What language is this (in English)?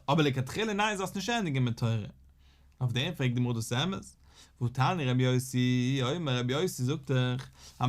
Yiddish